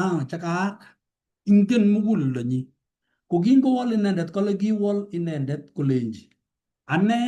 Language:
Kalenjin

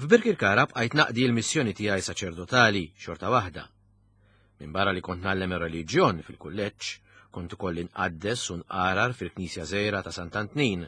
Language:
Maltese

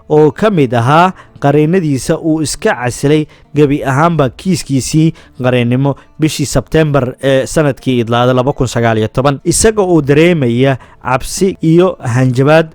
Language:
Somali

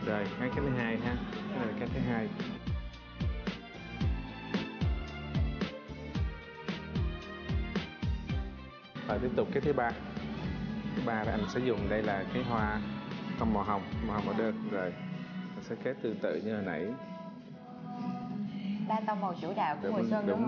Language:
Vietnamese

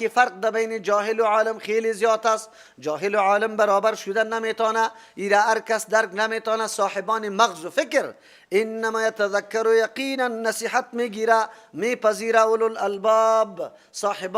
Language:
Persian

